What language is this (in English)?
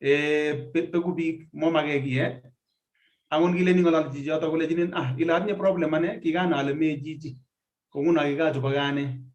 Kalenjin